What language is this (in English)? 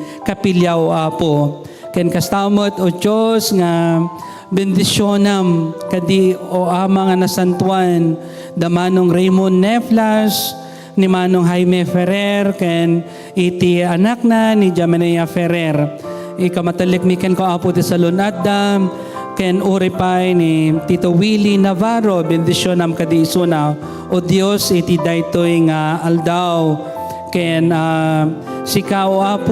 Iloko